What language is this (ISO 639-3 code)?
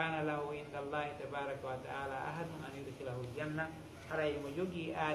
ful